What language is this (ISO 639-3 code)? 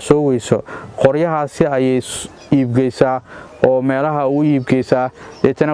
som